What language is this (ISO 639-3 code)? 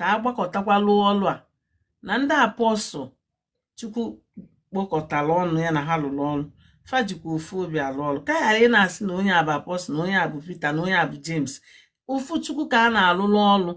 ibo